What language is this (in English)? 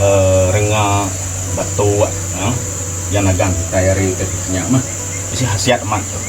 Iban